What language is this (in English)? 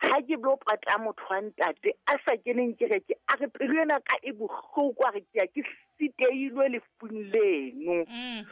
Southern Sotho